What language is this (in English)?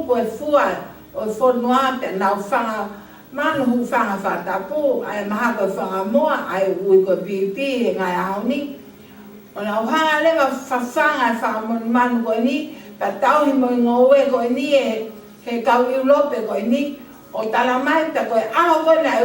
Tongan